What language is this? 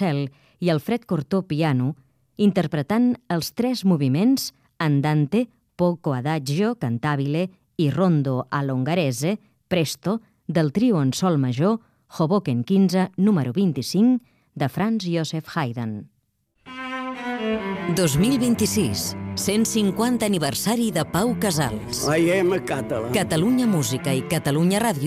Catalan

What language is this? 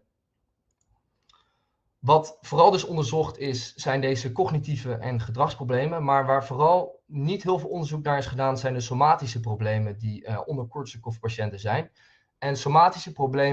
Dutch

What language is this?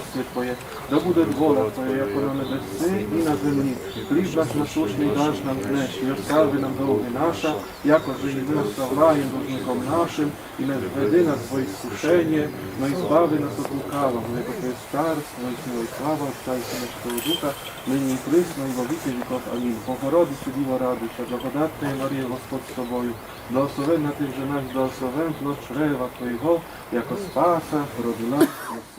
Rusyn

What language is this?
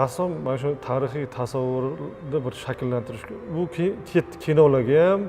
Uzbek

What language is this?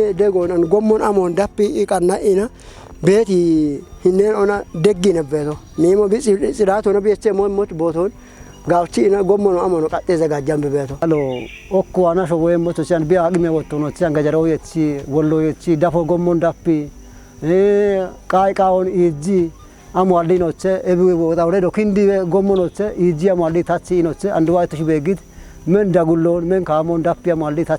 Kafa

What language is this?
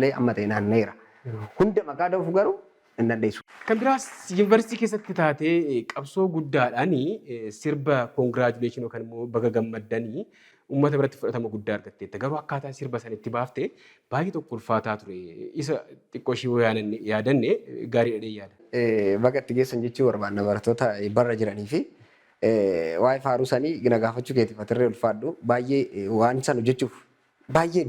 Oromo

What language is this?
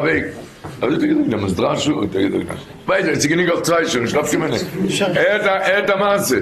Yiddish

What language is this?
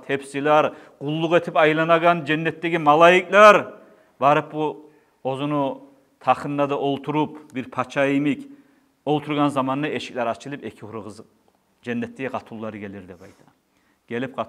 Kumyk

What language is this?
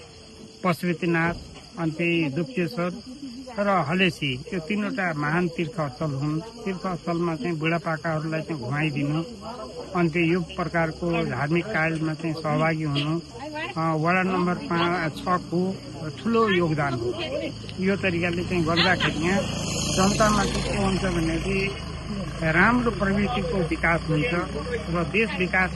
Nepali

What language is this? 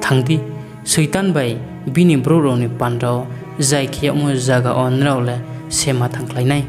Riang (India)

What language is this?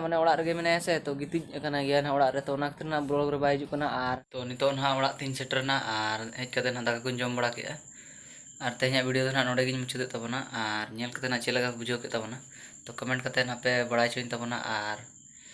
Santali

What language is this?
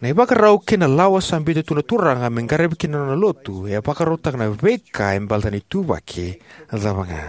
Fijian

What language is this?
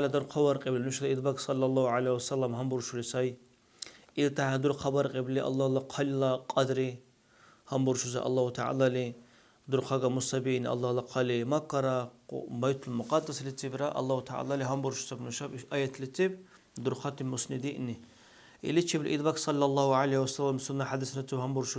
Dargwa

